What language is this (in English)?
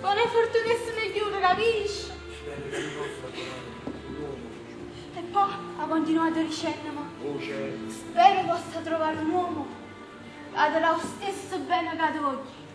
Neapolitan